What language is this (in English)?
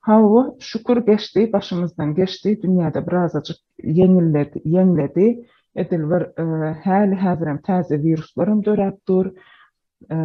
Turkmen